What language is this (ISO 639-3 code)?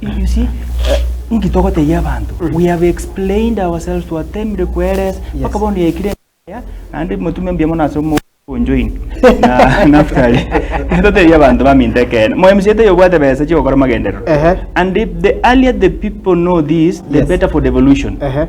guz